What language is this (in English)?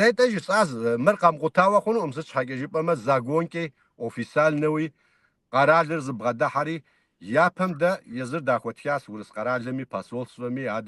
Kabardian